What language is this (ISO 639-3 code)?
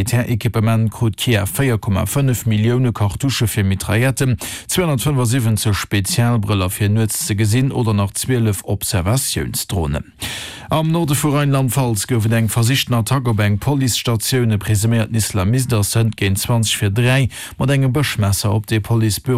ltz